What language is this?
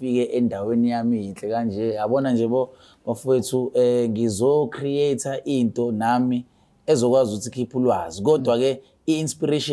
Zulu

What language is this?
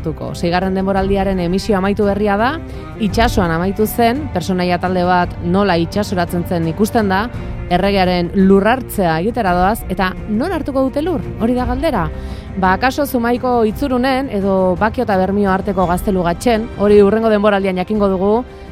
Basque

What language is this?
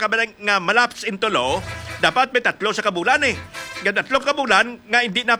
Hiligaynon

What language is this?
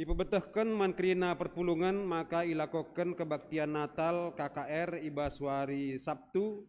Batak Karo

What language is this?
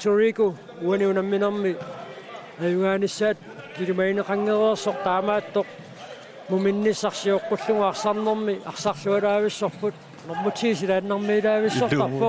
Kalaallisut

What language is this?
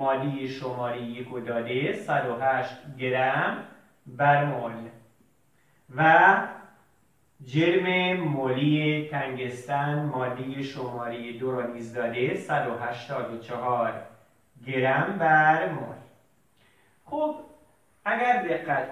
Persian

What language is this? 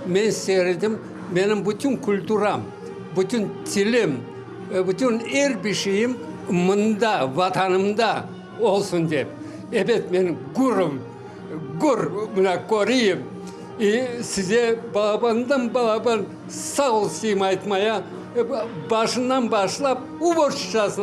Crimean Tatar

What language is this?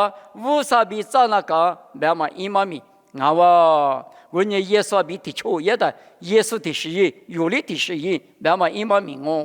Lisu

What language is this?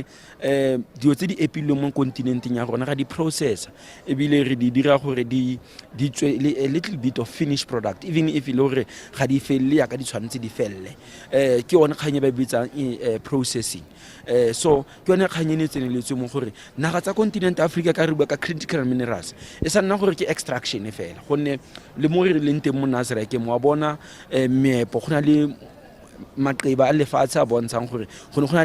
Tswana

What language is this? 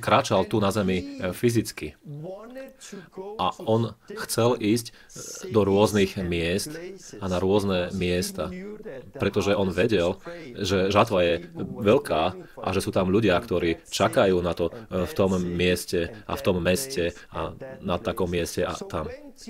Slovak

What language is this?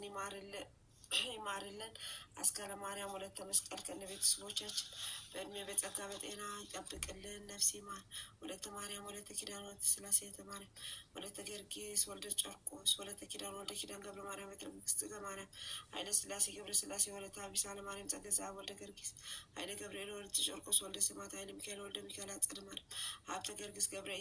Amharic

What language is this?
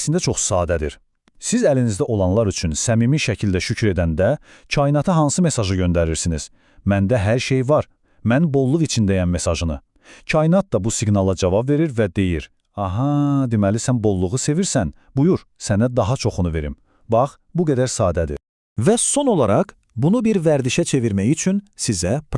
Azerbaijani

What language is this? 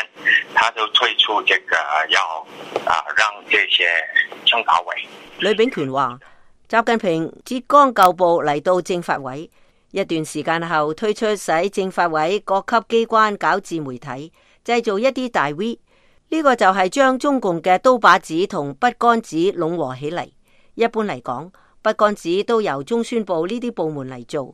Cantonese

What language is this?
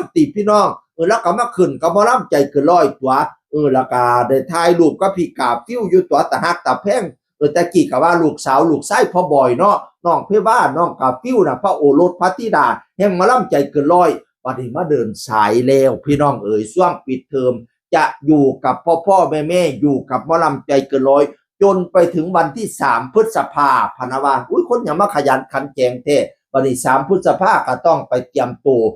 Northeastern Thai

